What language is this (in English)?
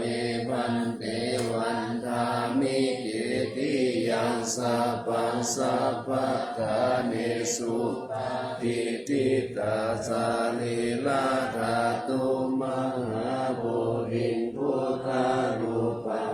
Pali